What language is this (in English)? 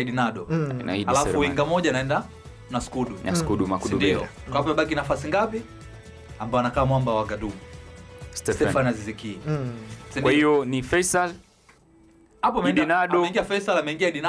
Swahili